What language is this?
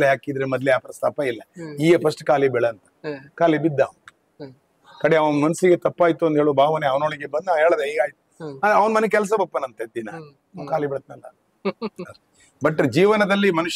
Kannada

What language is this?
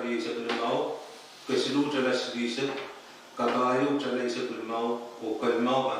Pohnpeian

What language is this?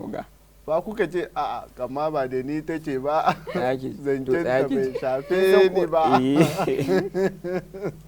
Hausa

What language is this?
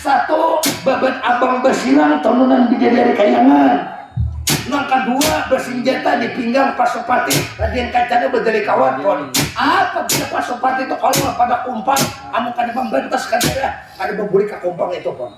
Banjar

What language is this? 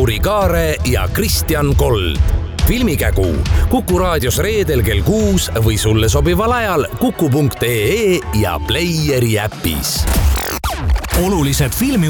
Estonian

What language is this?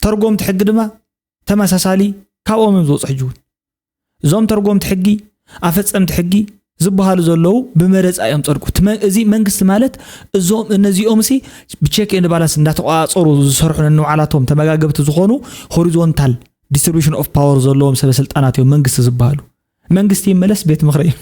Tigrinya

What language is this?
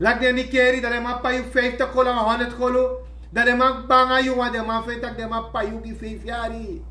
Sranan Tongo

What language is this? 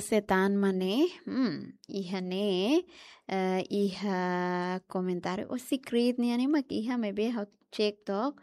Tetum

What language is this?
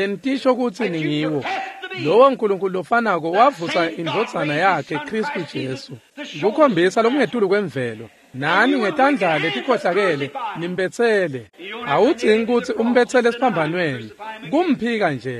Swati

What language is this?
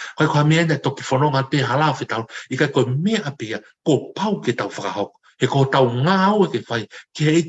Tongan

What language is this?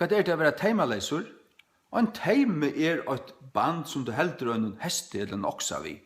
Faroese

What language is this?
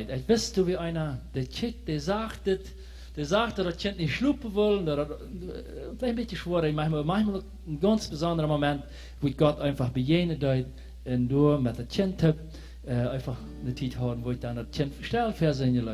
Plautdietsch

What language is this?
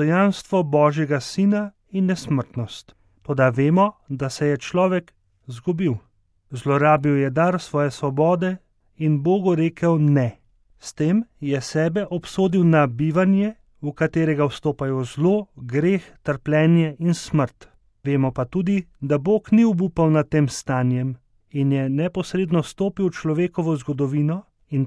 Slovenian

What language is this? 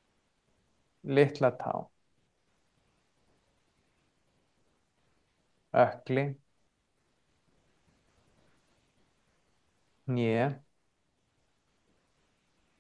Icelandic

